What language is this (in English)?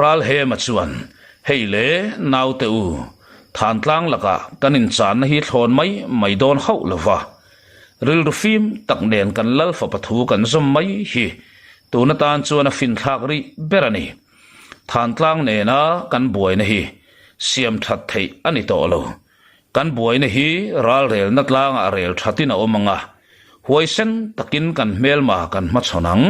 Mizo